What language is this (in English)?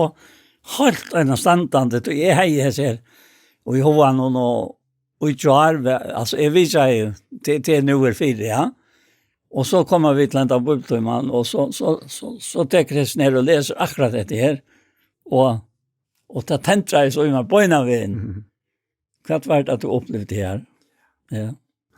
Faroese